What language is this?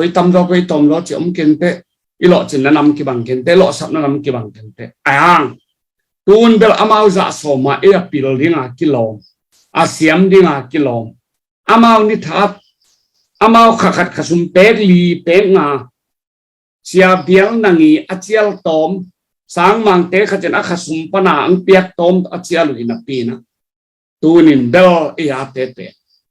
Tedim Chin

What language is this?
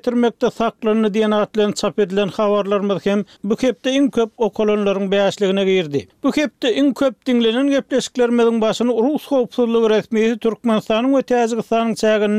Turkmen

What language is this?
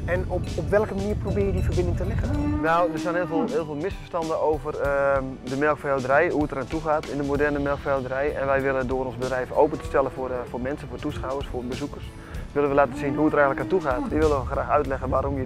Dutch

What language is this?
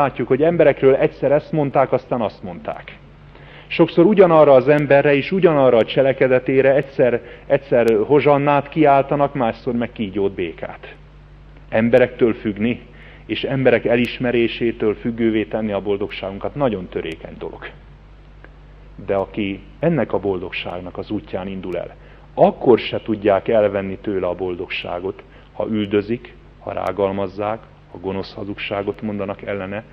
Hungarian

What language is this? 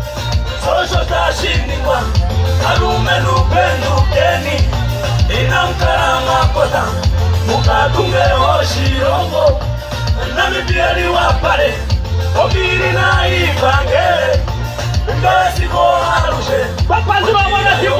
Swahili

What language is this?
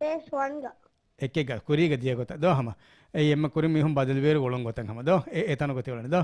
Divehi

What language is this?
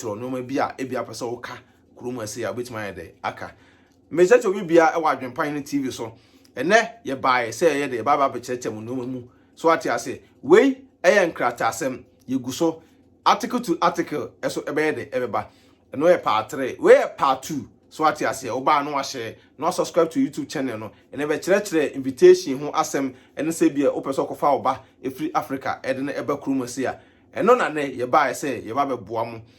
Akan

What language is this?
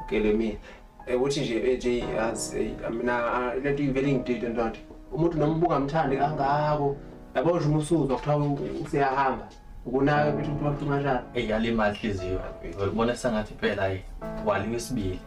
Zulu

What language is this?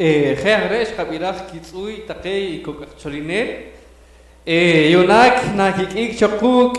Poqomchi'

